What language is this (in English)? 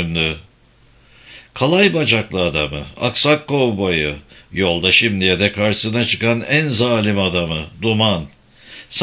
Turkish